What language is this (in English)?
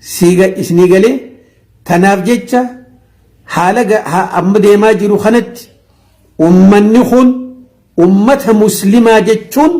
Oromo